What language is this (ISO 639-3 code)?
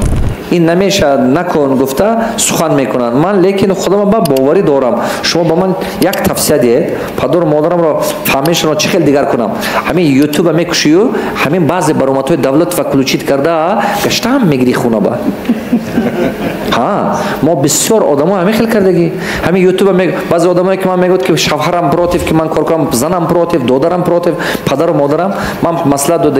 tgk